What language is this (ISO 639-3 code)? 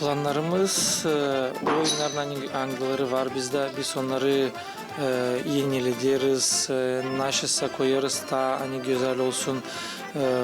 gag